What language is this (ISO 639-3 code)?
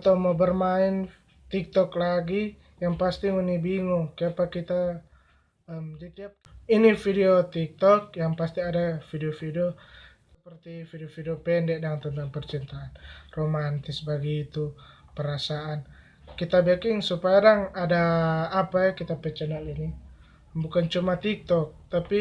xmm